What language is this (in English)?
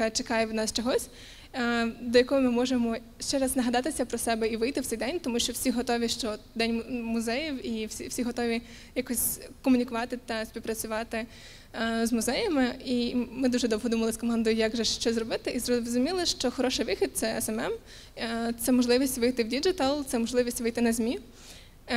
Ukrainian